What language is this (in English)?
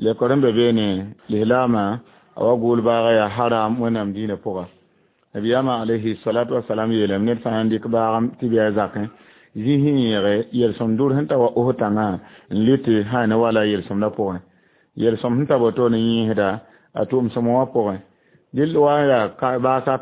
Mossi